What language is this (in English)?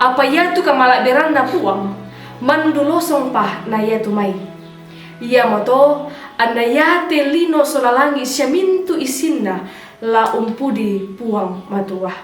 Toraja-Sa'dan